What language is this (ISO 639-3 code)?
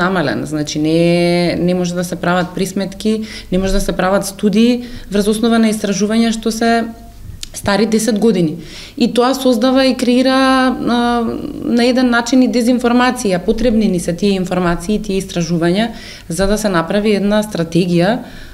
mkd